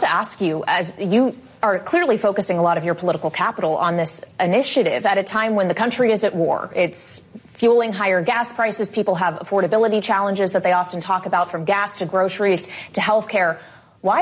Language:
English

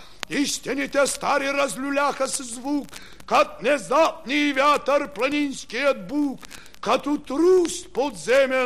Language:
Bulgarian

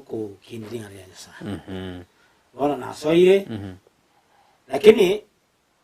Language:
Gusii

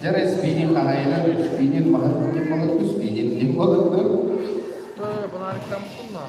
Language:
Yakut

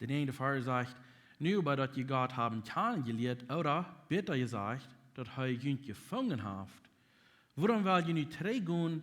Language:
Plautdietsch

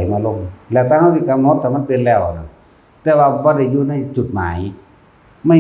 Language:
Northeastern Thai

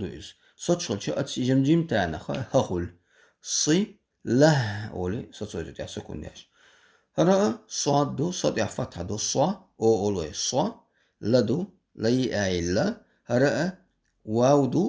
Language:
Chechen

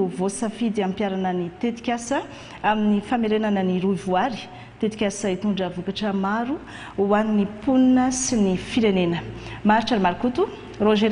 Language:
Malagasy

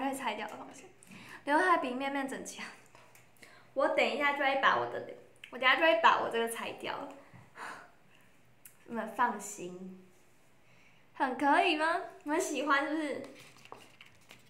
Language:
Chinese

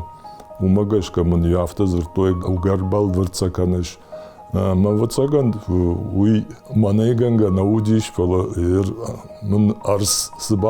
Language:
Ossetic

